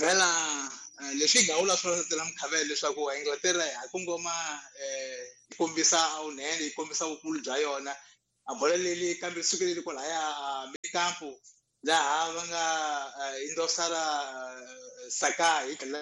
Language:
Tsonga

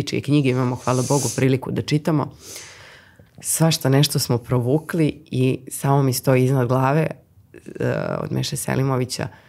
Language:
Serbian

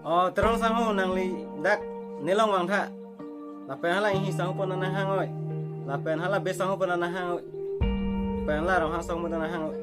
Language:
Karbi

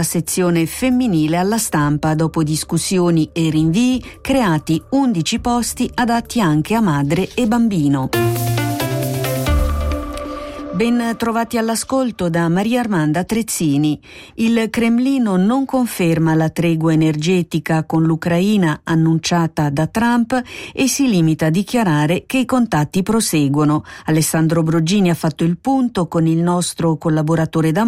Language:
Italian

